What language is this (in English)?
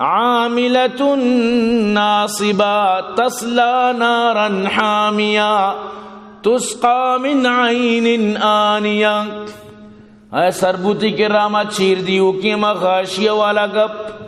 Eastern Balochi